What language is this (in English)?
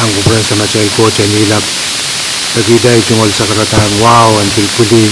Pohnpeian